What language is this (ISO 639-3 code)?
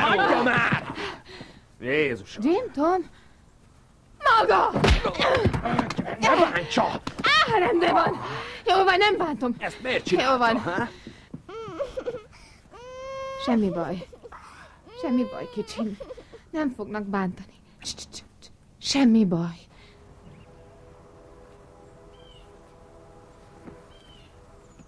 hun